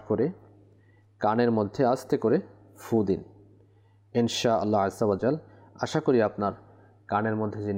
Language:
Bangla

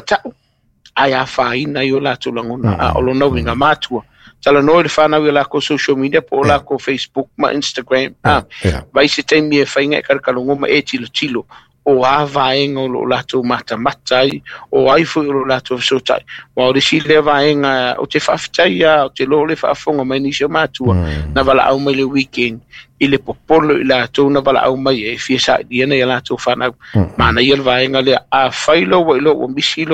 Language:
Samoan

